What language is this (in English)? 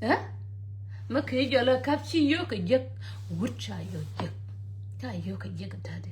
Nuer